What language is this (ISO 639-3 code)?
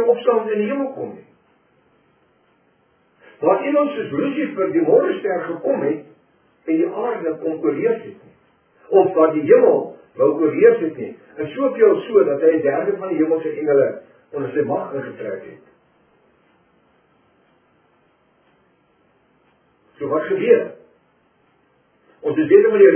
afr